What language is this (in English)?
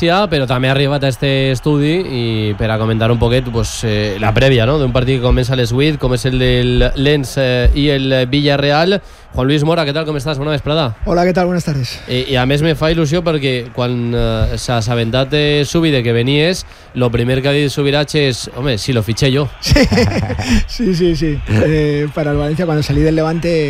Catalan